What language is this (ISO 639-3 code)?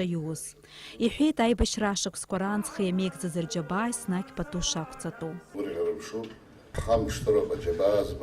abk